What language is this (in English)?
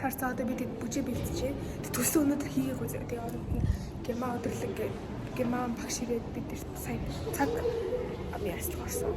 Mongolian